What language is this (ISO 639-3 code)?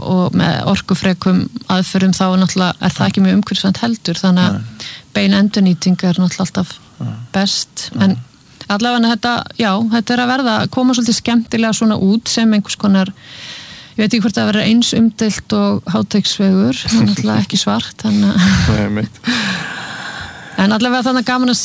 isl